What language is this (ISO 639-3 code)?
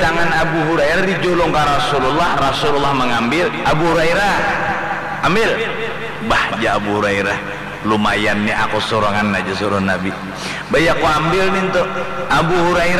bjn